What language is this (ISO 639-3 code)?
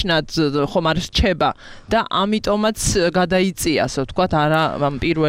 kat